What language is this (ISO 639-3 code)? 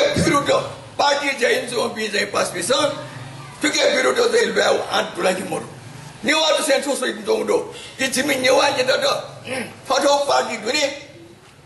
new